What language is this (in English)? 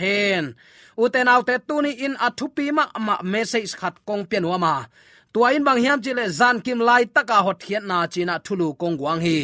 Tedim Chin